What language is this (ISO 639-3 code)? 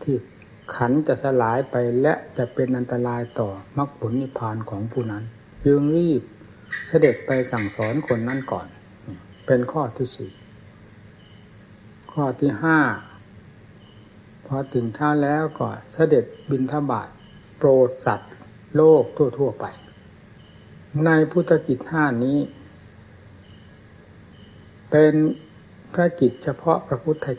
tha